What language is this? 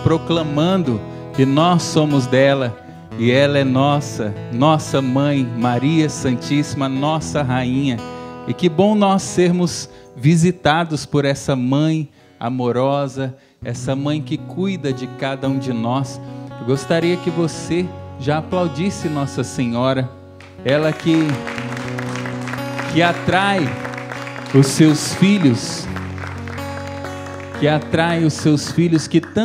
Portuguese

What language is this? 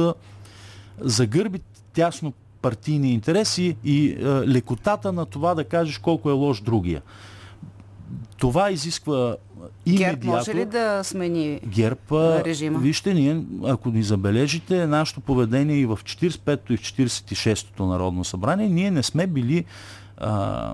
Bulgarian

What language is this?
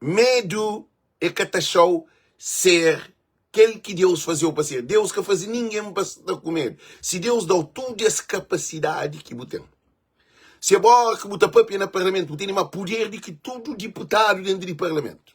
Kabuverdianu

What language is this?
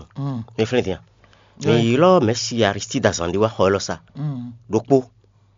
Fon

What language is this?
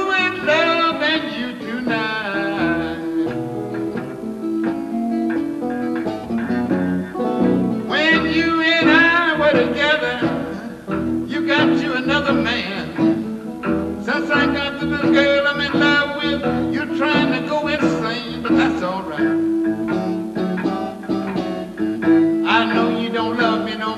English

